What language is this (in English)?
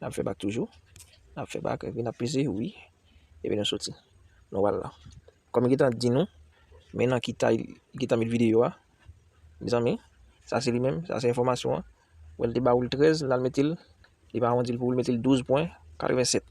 Haitian Creole